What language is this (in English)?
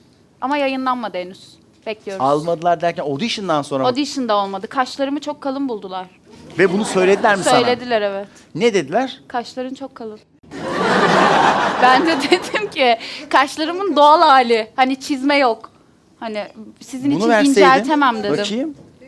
Turkish